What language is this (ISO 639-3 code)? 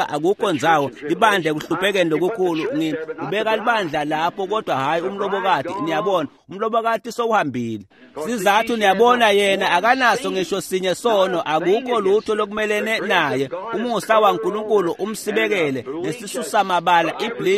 ssw